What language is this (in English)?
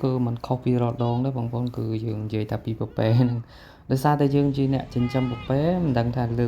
Khmer